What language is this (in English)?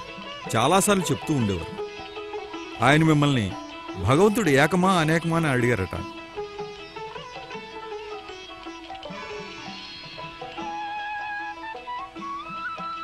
Telugu